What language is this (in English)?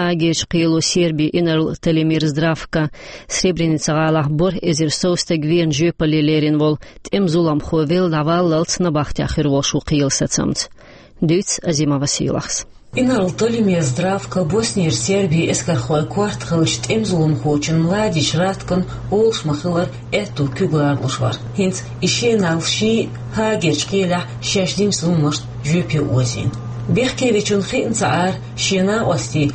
Chechen